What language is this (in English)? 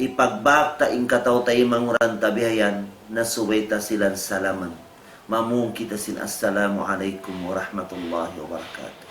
Tausug